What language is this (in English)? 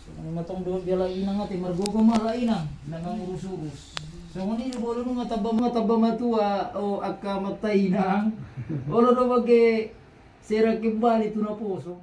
Batak Toba